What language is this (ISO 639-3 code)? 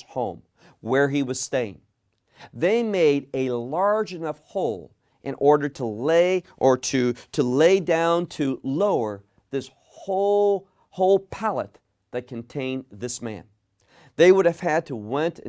eng